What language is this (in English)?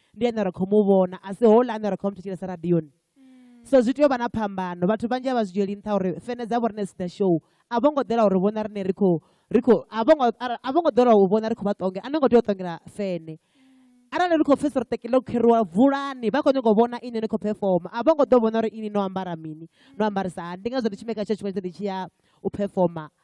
Venda